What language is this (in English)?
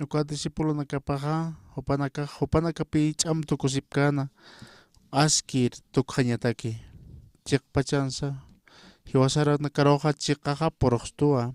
Aymara